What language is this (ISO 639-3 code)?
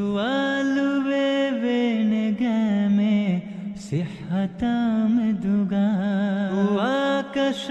div